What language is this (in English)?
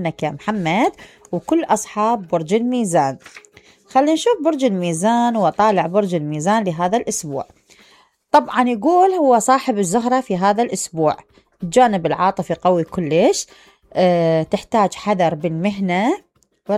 Mesopotamian Arabic